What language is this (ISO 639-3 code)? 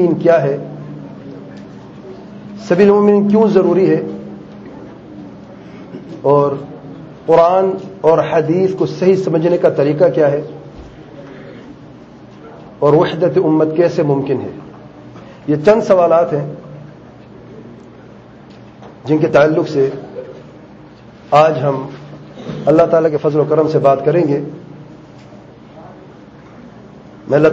urd